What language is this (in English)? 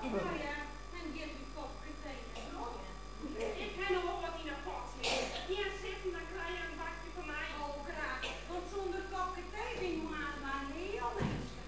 Western Frisian